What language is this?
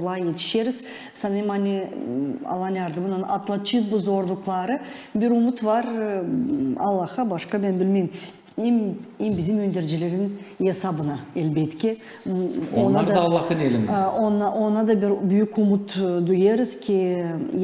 Gagauz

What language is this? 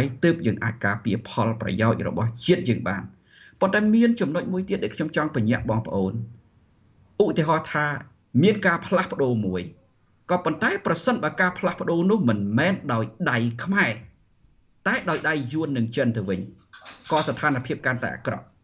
Khmer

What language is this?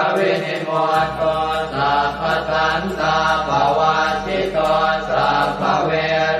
Pali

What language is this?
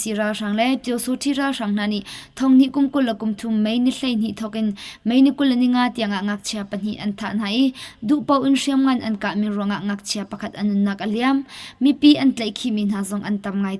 Hakha Chin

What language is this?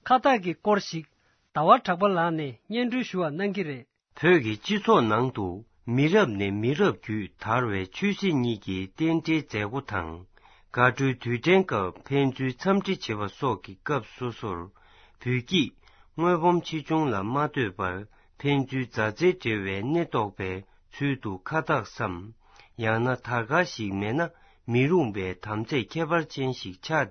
Tibetan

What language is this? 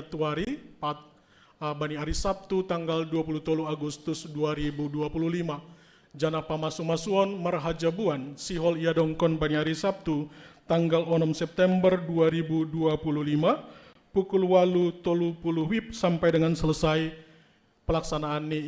Batak Simalungun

